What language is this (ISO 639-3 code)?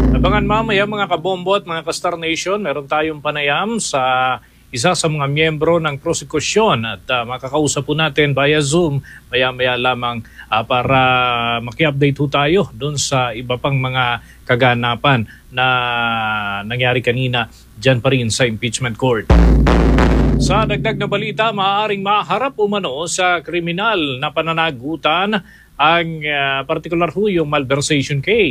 fil